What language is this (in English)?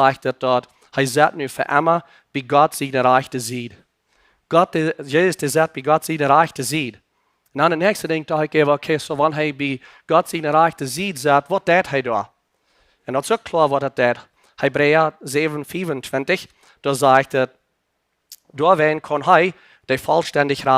Plautdietsch